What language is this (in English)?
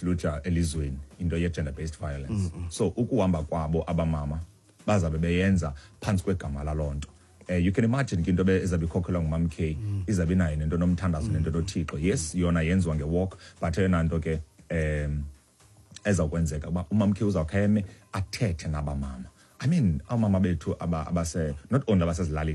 Xhosa